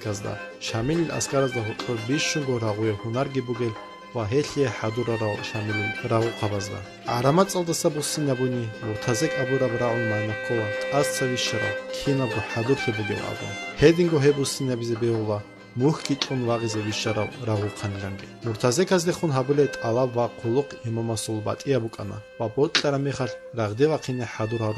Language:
Avaric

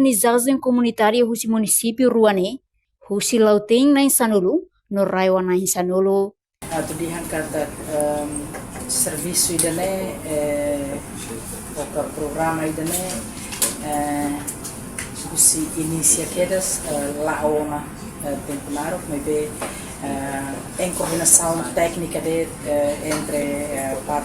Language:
Tetum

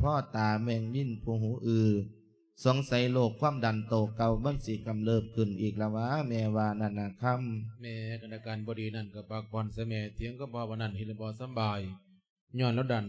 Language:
Lao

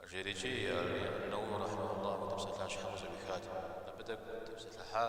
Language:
Kabardian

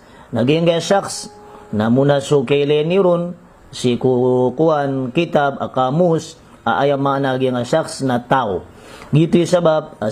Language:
Maranao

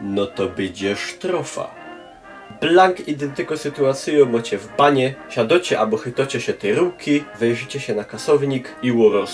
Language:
Silesian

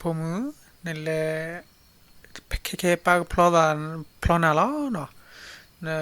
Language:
S'gaw Karen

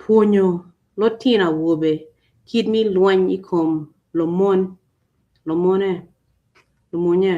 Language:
Acoli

